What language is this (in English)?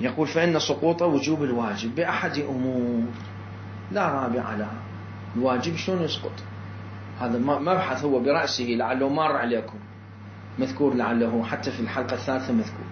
Mesopotamian Arabic